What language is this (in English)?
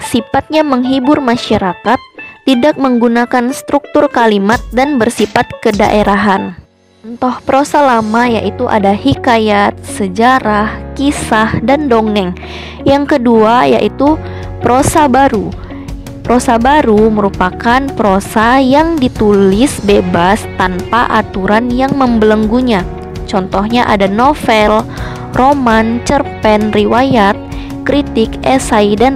Indonesian